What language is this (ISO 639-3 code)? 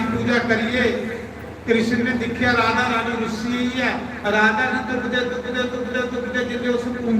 doi